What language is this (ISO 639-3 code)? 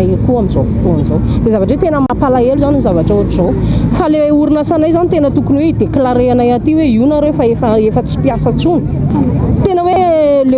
mlg